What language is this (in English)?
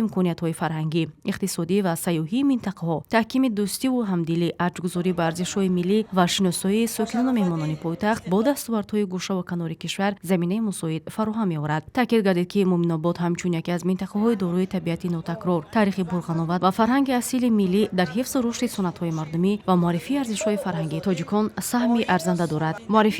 Tajik